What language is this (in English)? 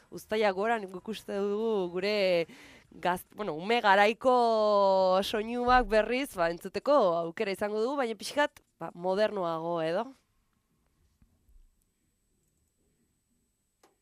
Basque